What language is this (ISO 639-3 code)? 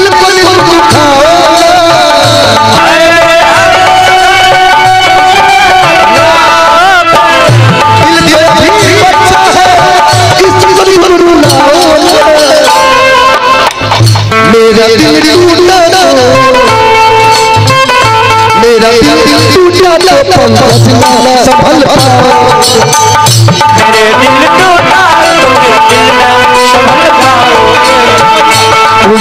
hin